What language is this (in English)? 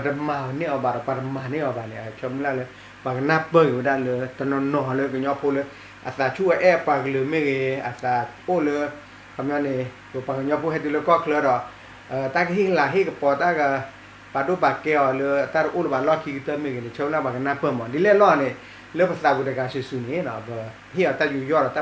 S'gaw Karen